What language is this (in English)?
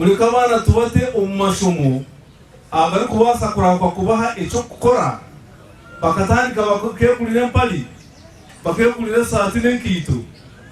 Nyankole